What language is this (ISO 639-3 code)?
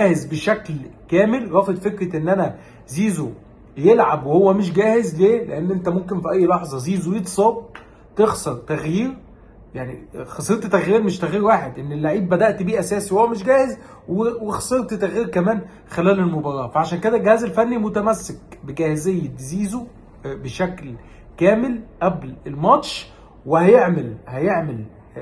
arz